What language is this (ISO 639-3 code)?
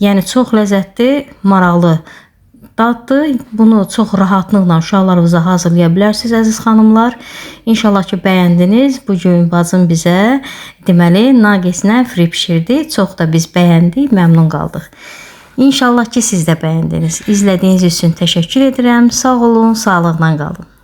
aze